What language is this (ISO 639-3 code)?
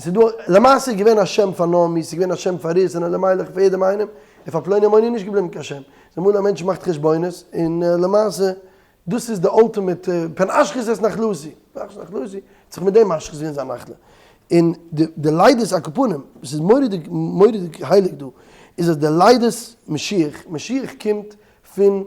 yid